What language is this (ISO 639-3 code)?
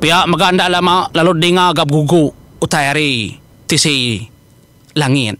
iba